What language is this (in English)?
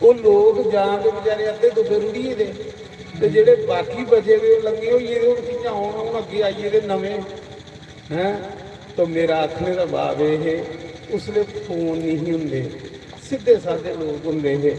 Dogri